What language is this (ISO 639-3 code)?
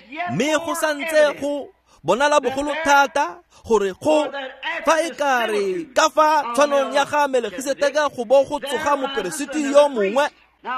tsn